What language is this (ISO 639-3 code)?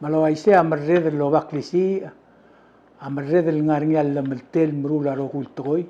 pau